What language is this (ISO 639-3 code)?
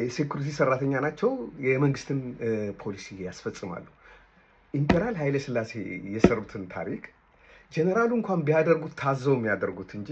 amh